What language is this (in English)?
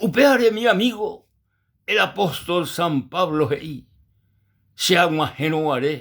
Guarani